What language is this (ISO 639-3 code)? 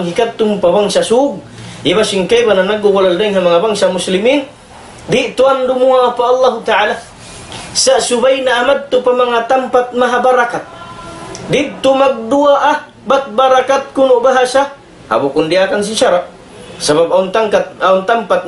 tsg